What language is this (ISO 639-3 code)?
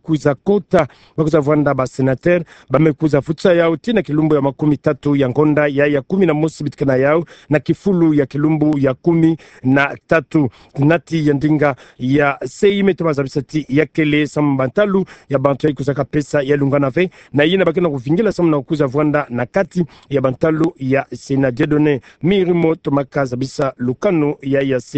ktu